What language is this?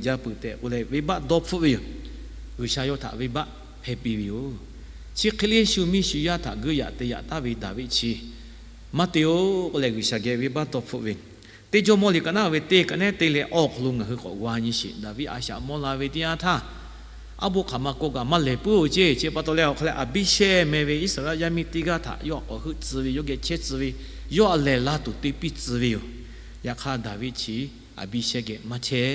Lahu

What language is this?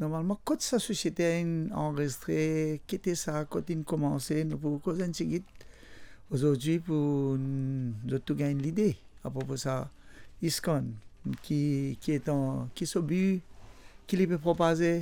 Morisyen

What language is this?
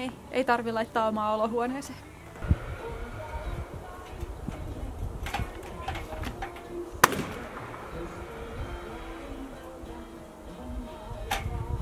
Finnish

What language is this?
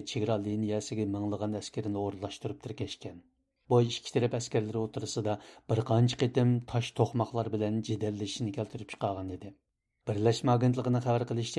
Uyghur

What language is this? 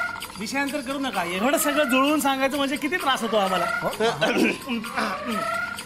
Marathi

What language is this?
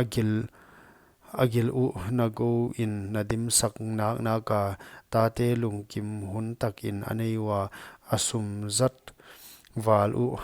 Paite Chin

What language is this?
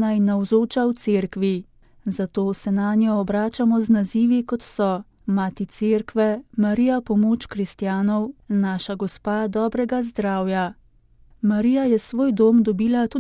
Slovenian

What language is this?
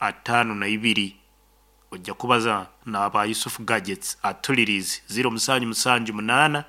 Nyankole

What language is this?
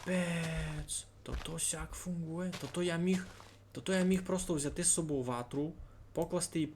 Rusyn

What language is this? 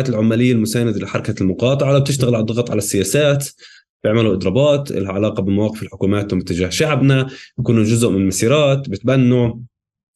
North Levantine Arabic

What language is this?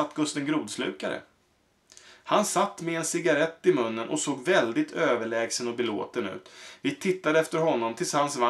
Swedish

